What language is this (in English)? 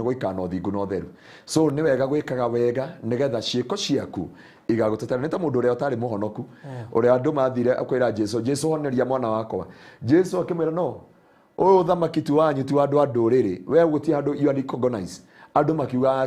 Kikuyu